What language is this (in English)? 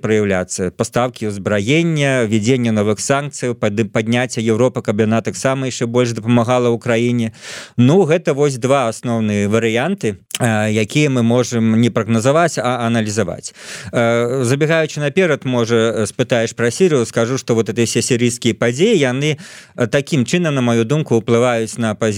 Belarusian